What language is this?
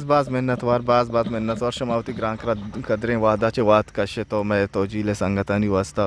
Eastern Balochi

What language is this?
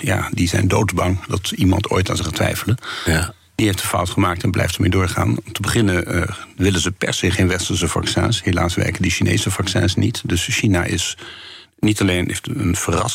Dutch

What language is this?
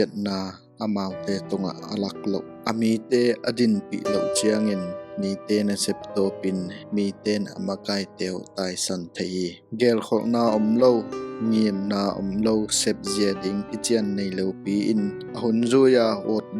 Tedim Chin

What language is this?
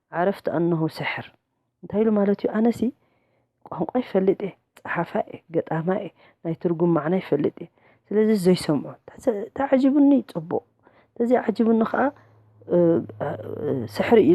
Tigrinya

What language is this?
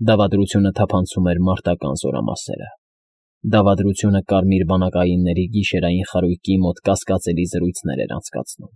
Armenian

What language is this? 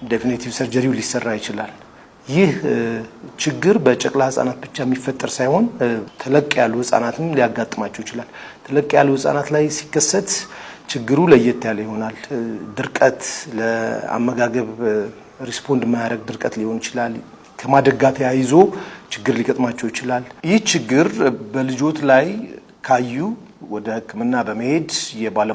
Amharic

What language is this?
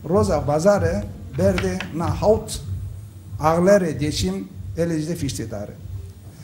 Zaza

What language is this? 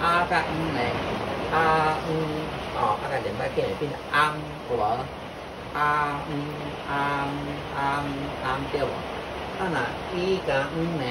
Min Nan Chinese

